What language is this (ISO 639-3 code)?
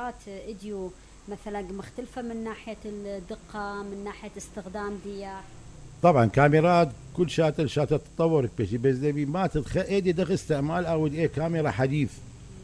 acm